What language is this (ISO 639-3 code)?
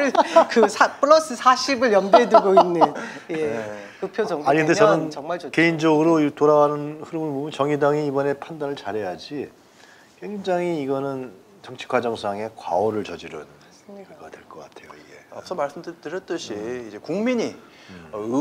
kor